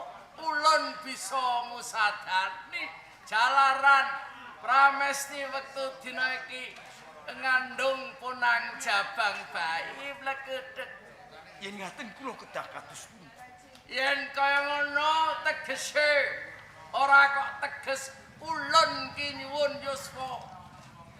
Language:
Javanese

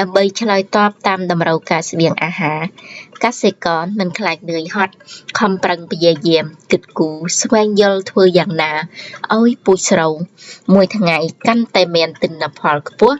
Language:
Khmer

